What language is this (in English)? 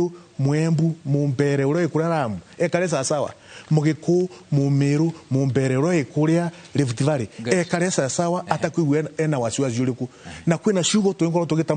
Kikuyu